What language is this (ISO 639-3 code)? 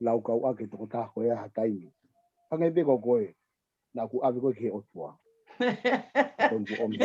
ton